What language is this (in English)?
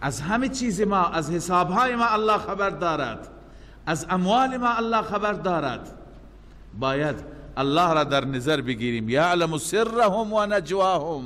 Persian